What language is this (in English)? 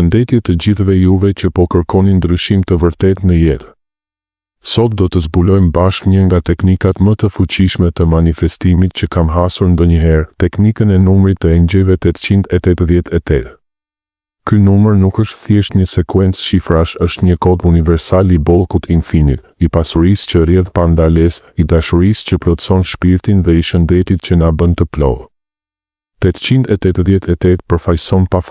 Albanian